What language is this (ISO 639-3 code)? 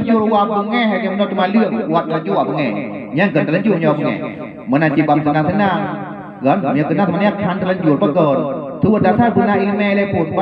ace